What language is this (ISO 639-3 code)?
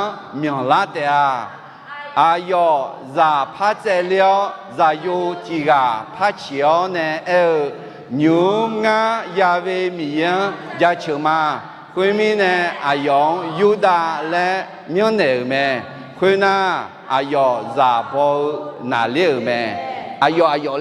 ahk